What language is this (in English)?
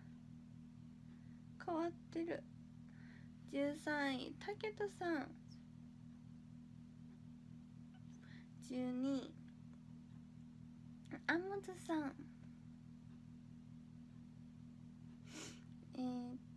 Japanese